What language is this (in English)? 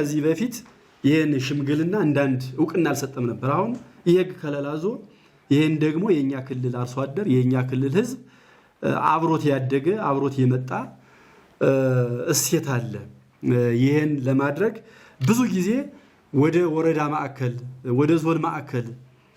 Amharic